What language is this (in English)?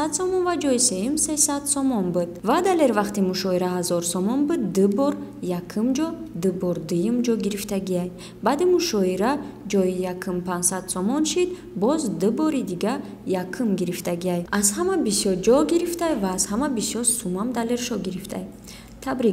Tajik